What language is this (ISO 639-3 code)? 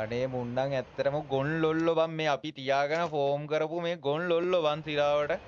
sin